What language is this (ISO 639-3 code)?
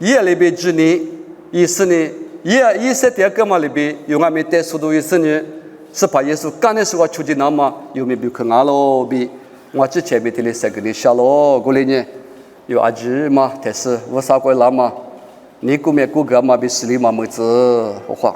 lis